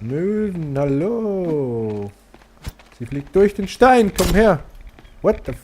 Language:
Swiss German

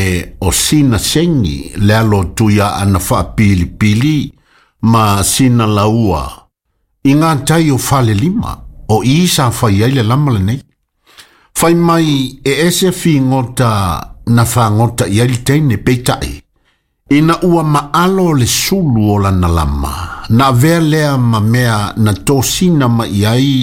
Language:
Samoan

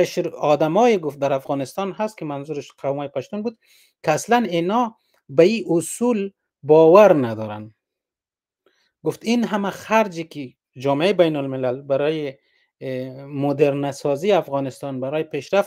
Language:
Persian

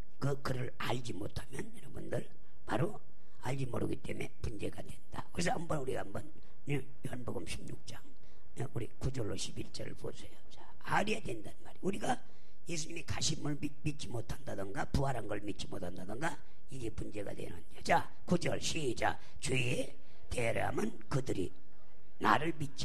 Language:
Korean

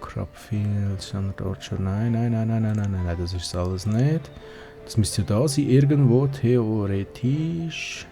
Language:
Swiss German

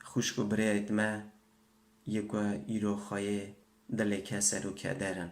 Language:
Kurdish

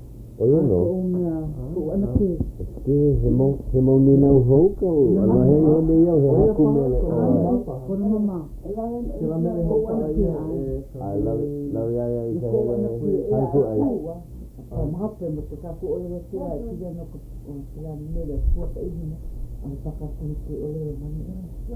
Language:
Hawaiian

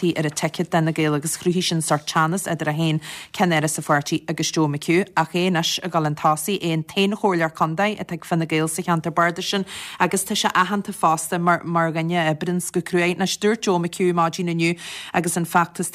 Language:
Irish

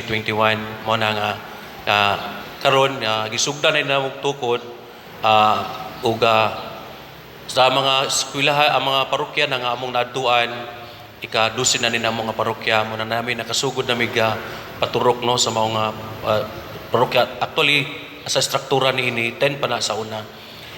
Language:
Cebuano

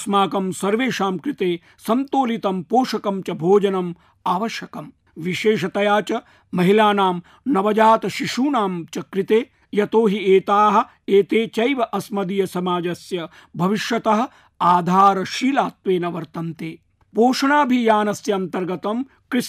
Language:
Sanskrit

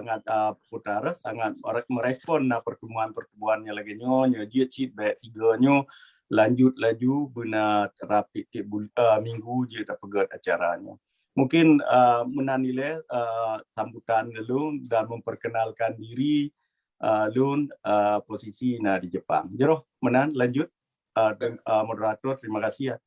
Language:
Achinese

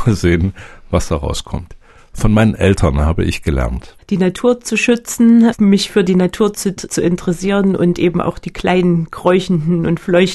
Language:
German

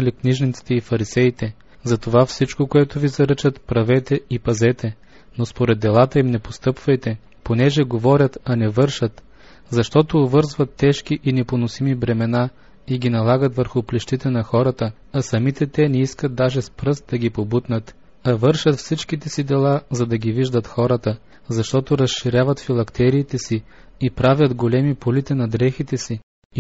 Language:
Bulgarian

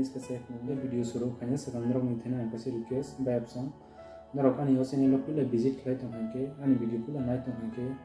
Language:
Kok Borok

